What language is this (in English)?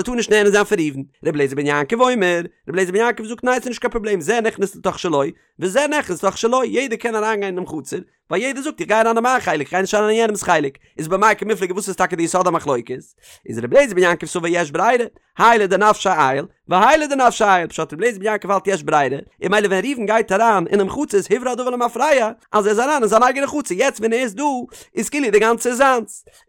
Yiddish